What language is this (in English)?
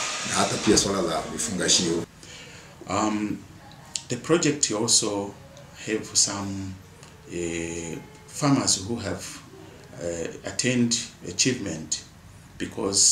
Swahili